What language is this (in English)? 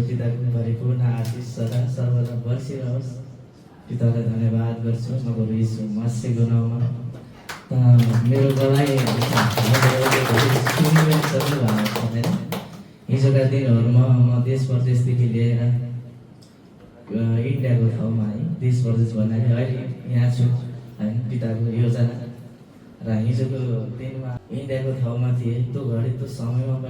Nepali